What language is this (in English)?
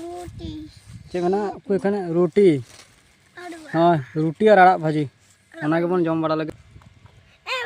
Santali